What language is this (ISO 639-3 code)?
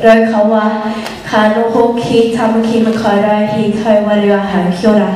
mri